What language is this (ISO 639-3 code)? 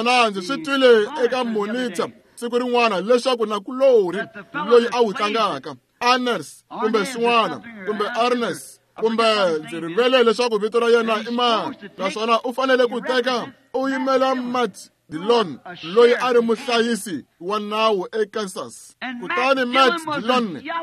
tso